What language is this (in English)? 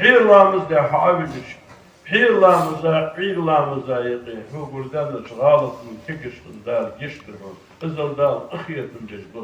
Ingush